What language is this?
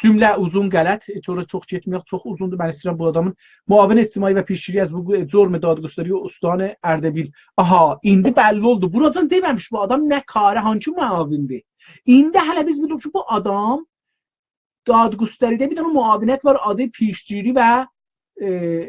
South Azerbaijani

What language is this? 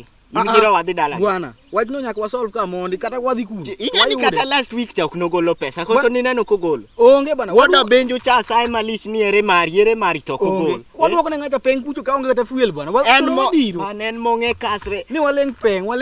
Luo (Kenya and Tanzania)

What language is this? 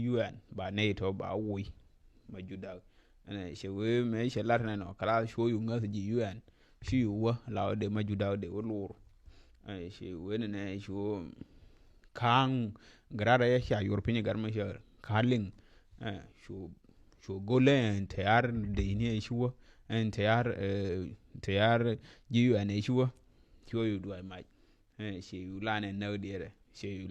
Nuer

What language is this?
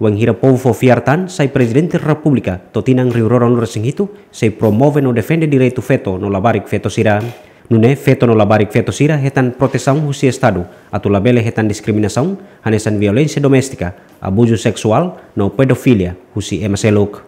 Tetum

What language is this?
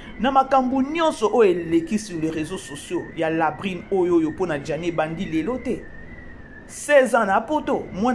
Lingala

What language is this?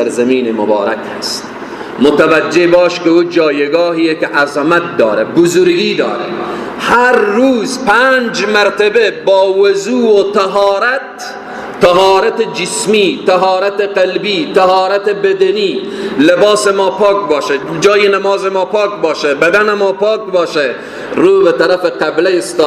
Persian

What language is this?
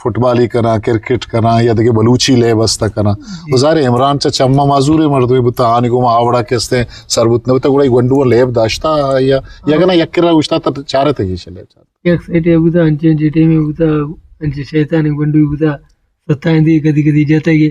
Eastern Balochi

